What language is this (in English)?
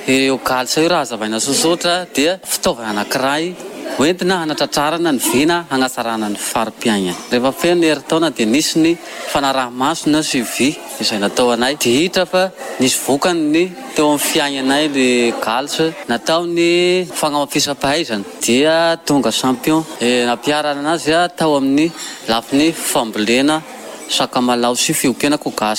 Malagasy